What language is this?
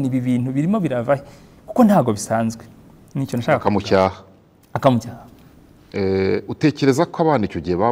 Kinyarwanda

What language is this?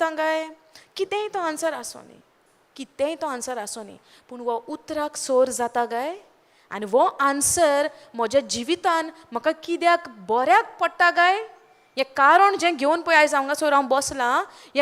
Konkani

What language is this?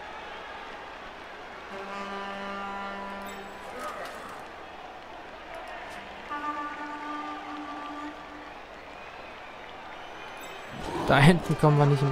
German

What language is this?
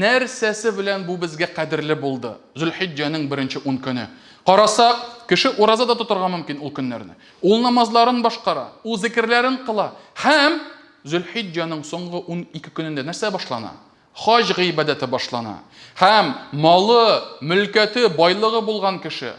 Tatar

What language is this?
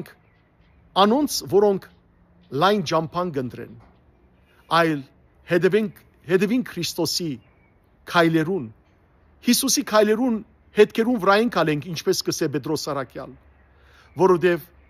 Western Armenian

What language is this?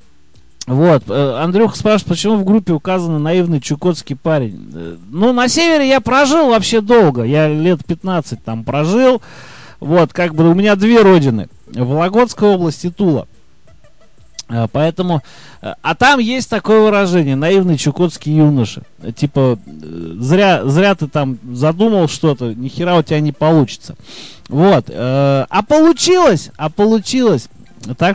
Russian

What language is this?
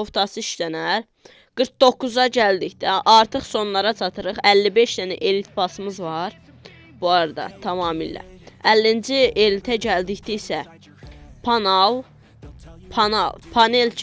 Azerbaijani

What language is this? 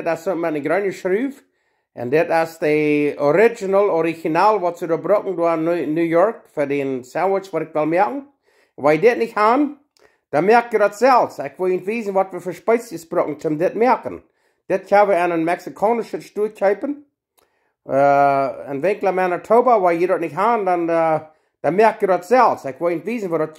Plautdietsch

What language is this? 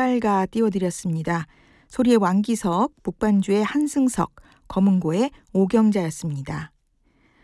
Korean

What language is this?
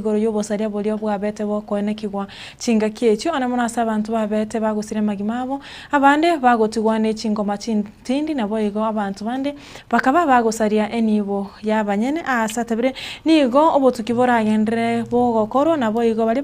Gusii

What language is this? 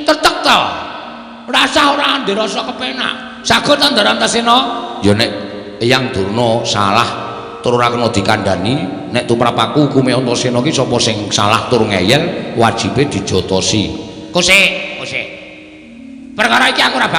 Javanese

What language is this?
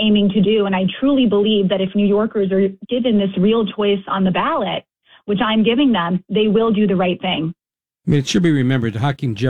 English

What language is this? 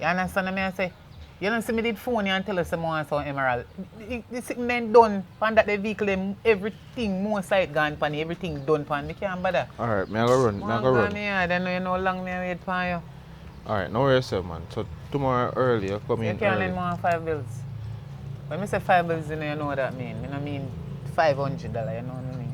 Jamaican Creole English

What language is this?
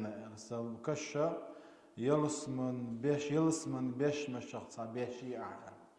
Chechen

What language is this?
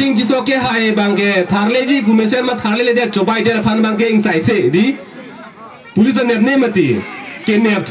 Karbi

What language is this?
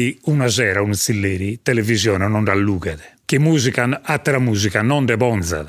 Sardinian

